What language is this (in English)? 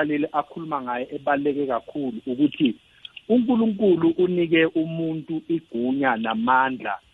South Ndebele